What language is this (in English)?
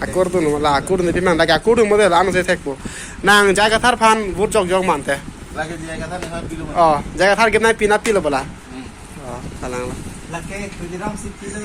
Karbi